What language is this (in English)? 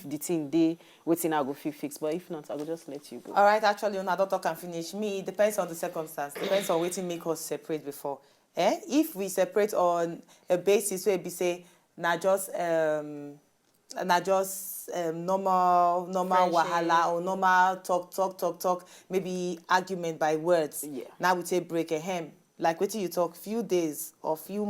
Nigerian Pidgin